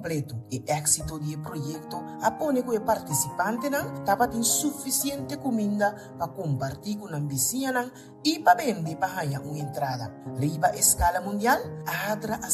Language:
Papiamento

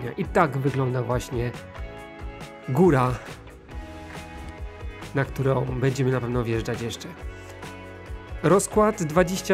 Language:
Polish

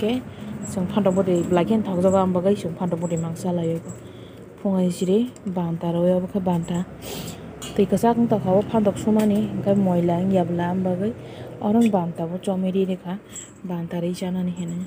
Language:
Kok Borok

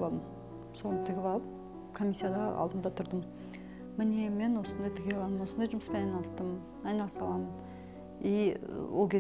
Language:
Kazakh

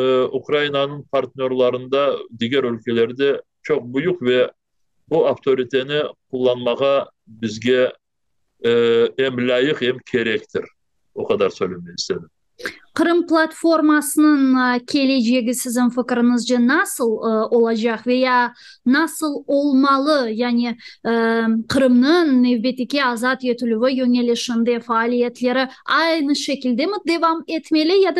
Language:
Crimean Tatar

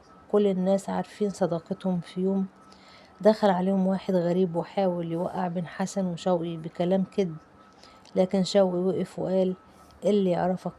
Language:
Egyptian Arabic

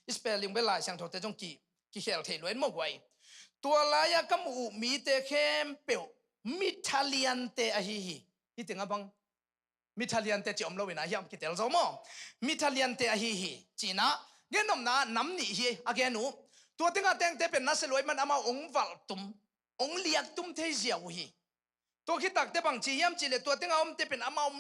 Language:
Tedim Chin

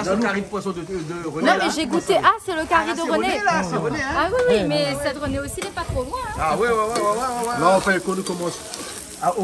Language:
Réunion Creole French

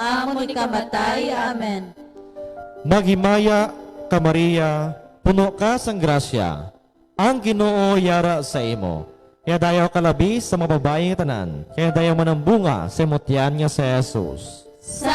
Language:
Hiligaynon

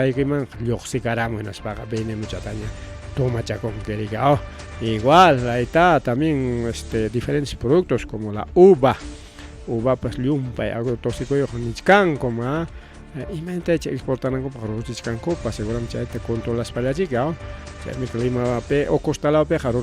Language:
Ayacucho Quechua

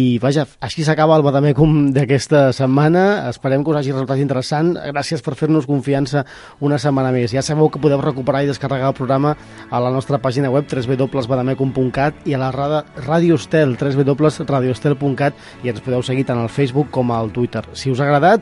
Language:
Catalan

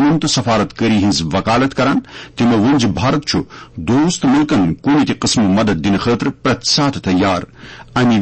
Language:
Kashmiri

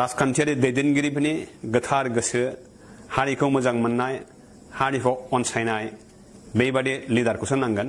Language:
Bodo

